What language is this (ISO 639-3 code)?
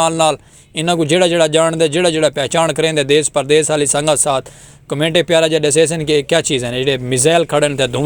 skr